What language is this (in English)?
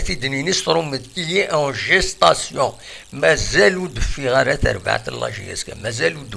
Kabyle